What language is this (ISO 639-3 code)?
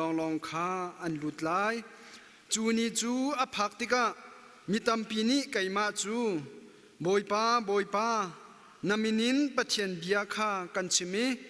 cnh